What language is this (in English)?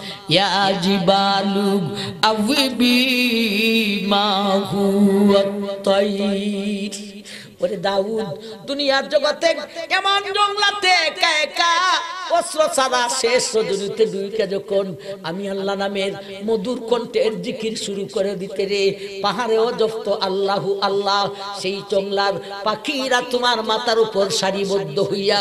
Bangla